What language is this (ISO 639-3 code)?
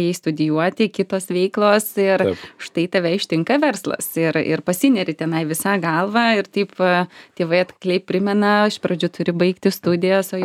lit